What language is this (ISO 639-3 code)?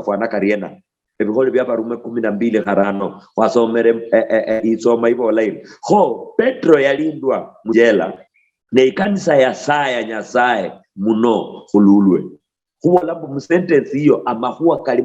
luy